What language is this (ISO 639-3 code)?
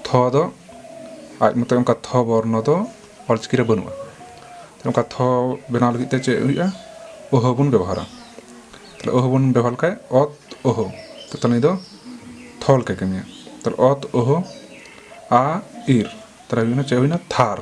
sat